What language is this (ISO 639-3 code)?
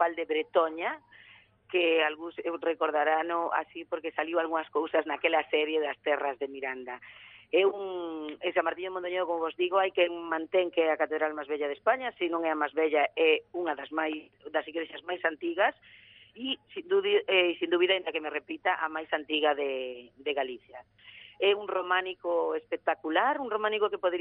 glg